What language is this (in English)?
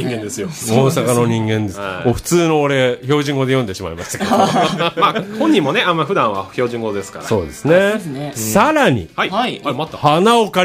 Japanese